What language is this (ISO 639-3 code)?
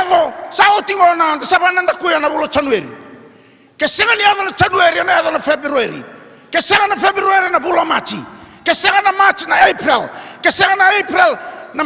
fij